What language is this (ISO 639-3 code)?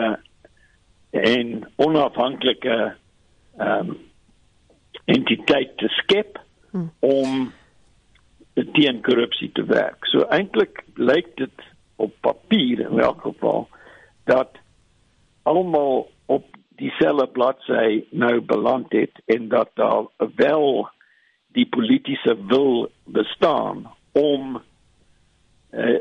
afr